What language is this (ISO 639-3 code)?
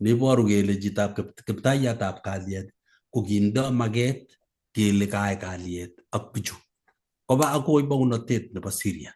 kln